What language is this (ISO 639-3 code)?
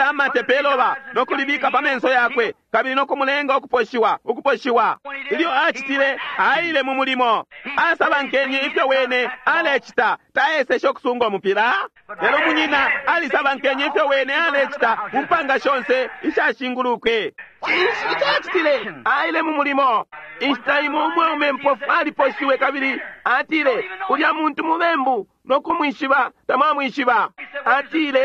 bem